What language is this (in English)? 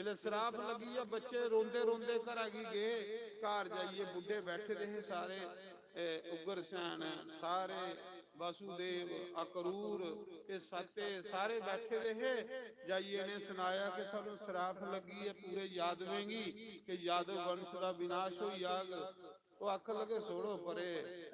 Dogri